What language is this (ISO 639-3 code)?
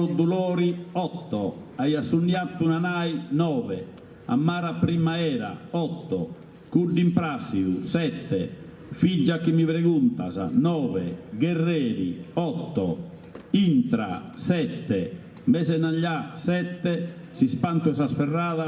srd